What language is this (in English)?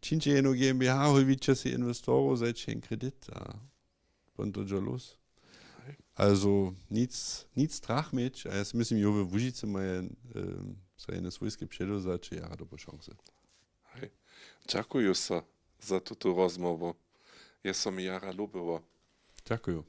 Upper Sorbian